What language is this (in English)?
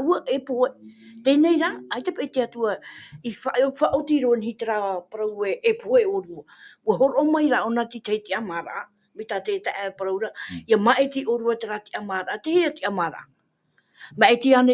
Tahitian